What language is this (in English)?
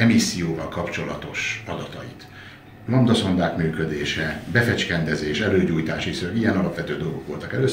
Hungarian